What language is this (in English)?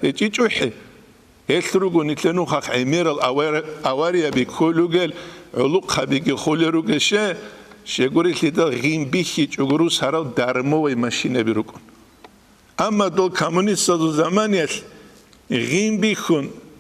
Avaric